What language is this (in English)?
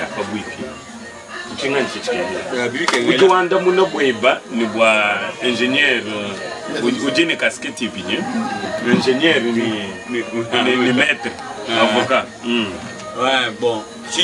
Luba-Lulua